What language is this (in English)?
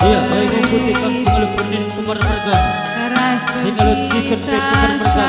Batak Karo